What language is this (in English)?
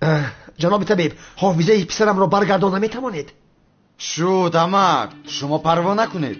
Tajik